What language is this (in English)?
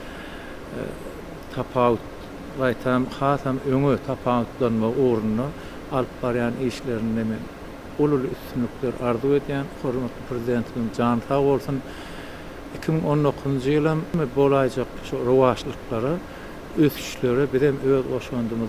Turkmen